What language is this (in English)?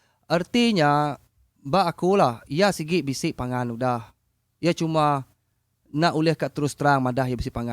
Iban